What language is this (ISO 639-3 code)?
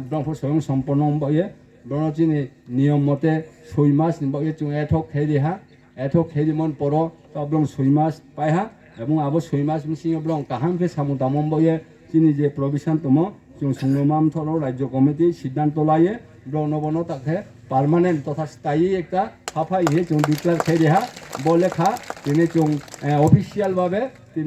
ria